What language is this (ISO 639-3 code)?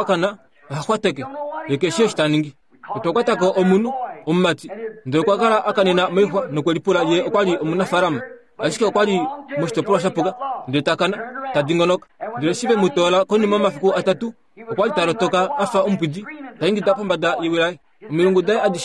kua